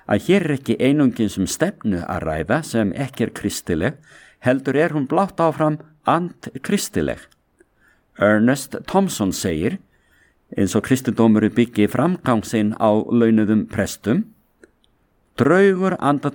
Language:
Icelandic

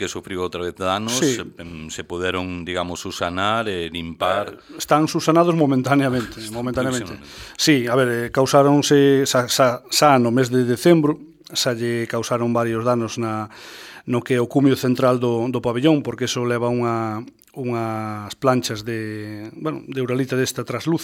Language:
Galician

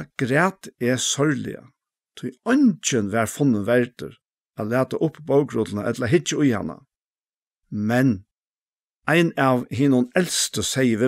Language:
Faroese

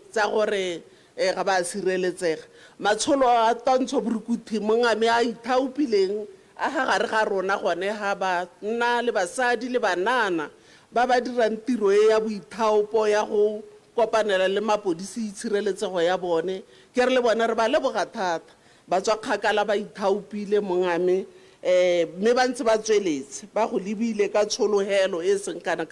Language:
Tswana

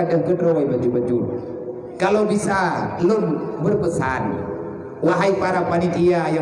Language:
Achinese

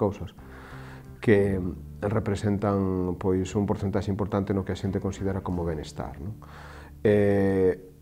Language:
Galician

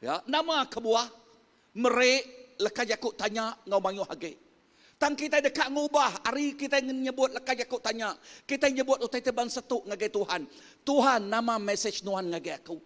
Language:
Iban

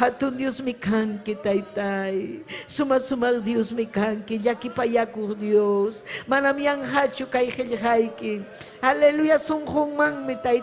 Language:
Ayacucho Quechua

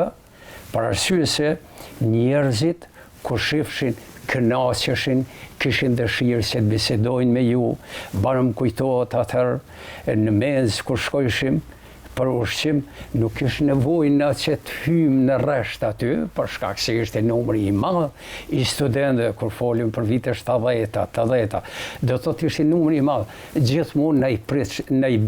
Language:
Albanian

